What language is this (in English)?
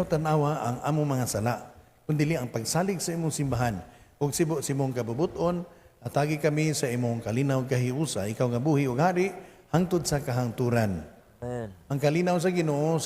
Cebuano